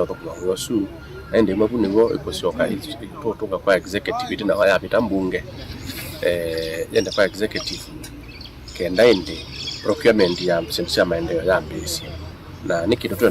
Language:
Kamba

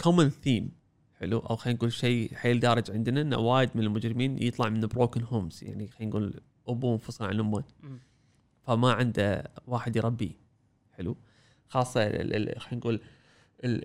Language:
Gulf Arabic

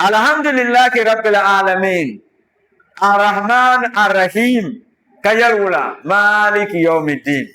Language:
Dagbani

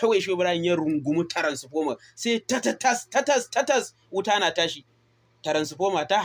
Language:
Hausa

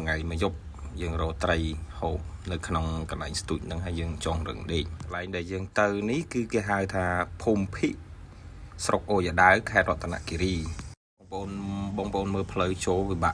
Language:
Khmer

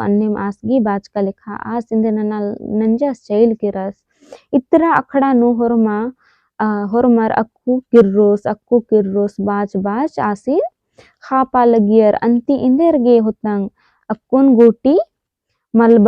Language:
Kurukh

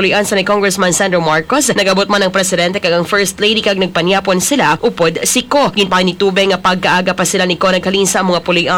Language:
Hiligaynon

